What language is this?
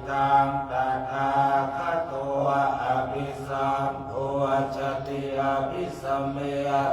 Pali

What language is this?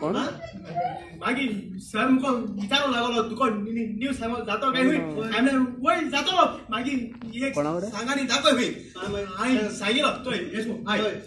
Konkani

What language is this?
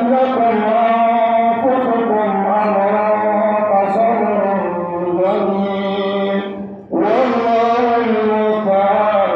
Dagbani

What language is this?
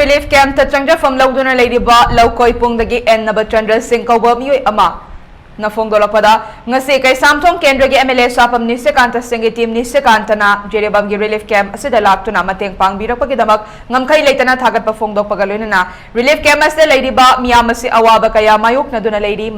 Manipuri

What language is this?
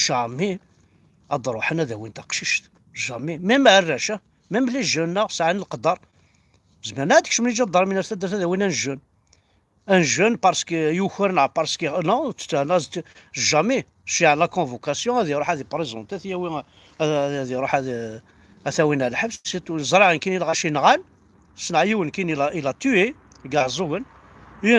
Kabyle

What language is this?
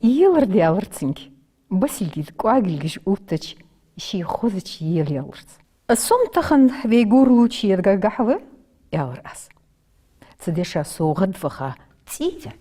Ingush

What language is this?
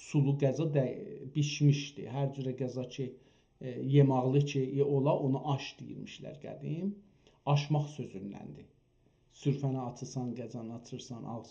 South Azerbaijani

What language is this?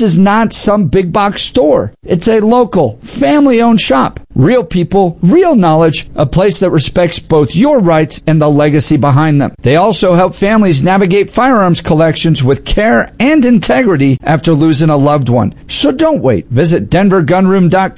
English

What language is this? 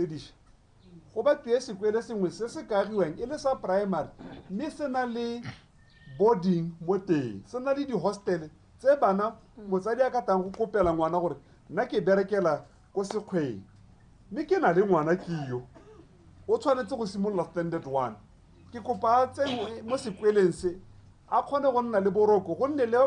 Tswana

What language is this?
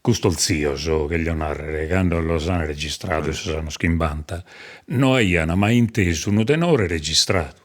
Sardinian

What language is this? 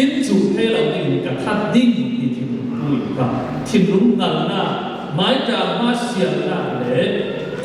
Falam Chin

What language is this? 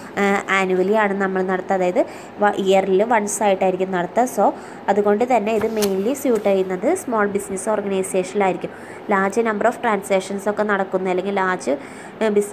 Malayalam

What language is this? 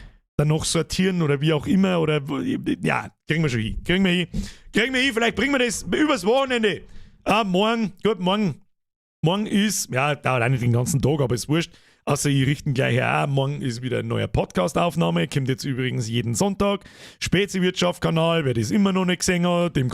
Bavarian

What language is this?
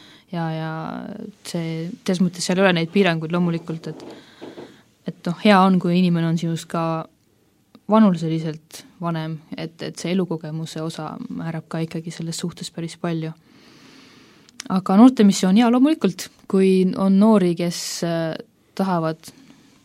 Estonian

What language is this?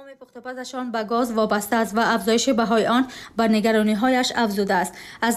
Tajik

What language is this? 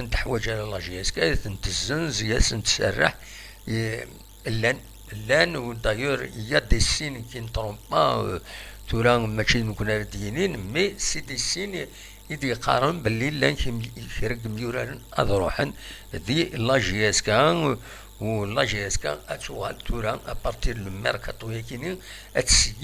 Kabyle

